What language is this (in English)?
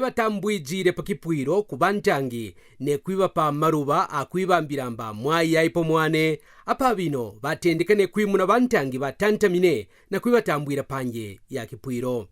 Kaonde